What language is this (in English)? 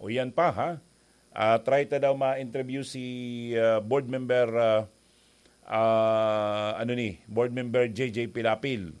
Bikol